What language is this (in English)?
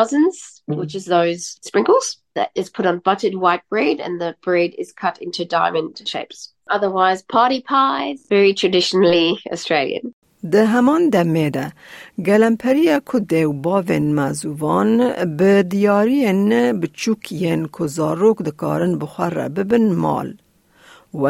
Kurdish